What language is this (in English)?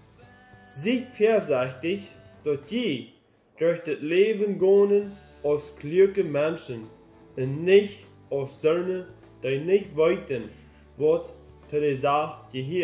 Plautdietsch